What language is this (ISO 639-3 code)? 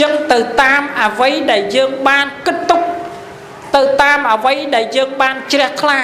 khm